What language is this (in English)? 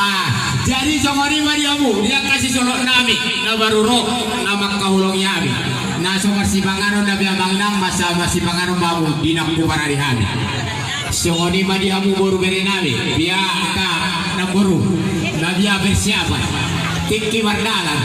Batak Toba